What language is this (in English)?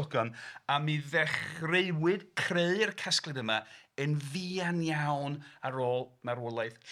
Welsh